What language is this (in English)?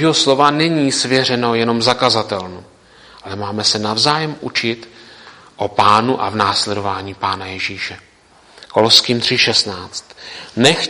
Czech